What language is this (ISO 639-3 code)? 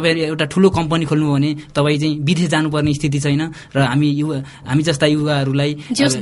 nep